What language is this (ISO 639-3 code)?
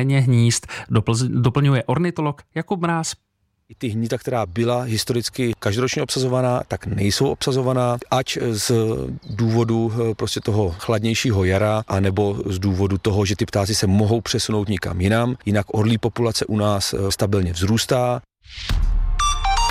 ces